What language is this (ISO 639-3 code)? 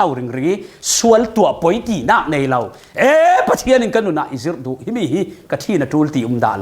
cfm